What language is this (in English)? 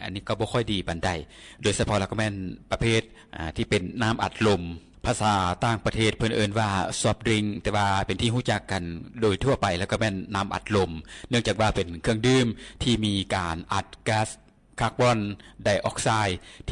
Lao